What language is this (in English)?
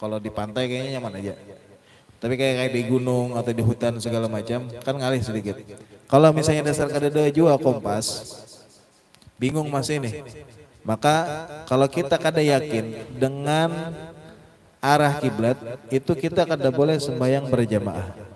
Banjar